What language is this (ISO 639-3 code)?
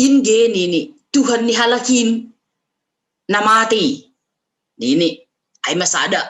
bts